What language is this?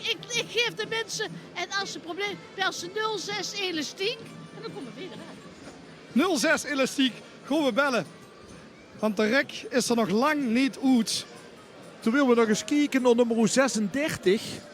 Limburgish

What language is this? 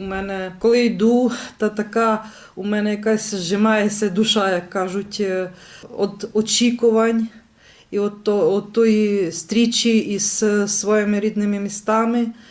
Rusyn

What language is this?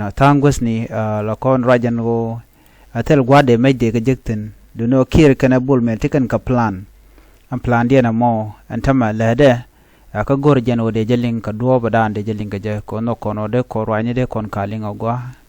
Nuer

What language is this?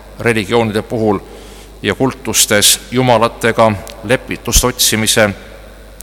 Estonian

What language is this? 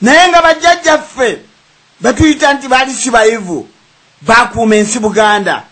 Ganda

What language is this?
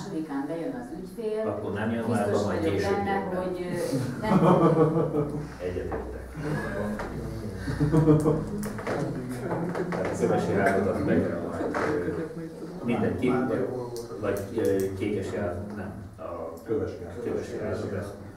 Hungarian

